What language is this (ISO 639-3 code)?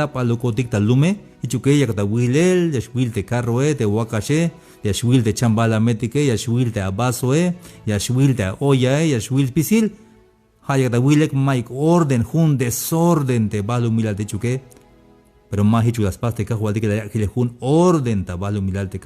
tzh